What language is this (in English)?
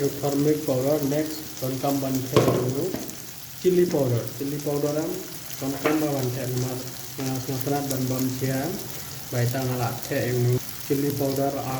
Khasi